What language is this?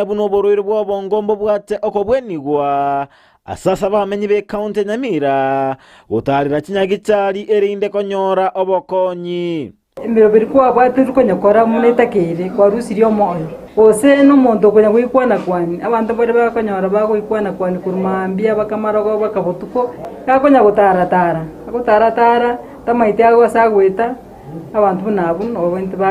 Gusii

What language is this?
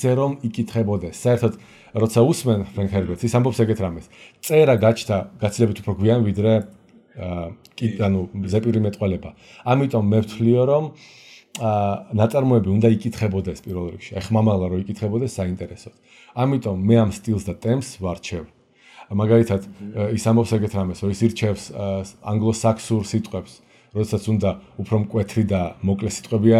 Georgian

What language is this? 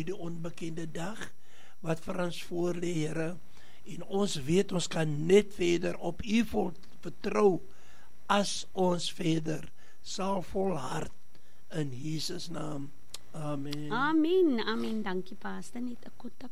Afrikaans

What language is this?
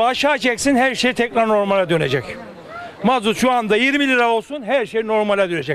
Turkish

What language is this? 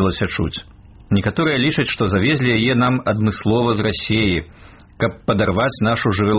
Belarusian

